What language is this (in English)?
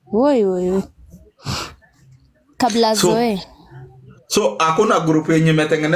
Swahili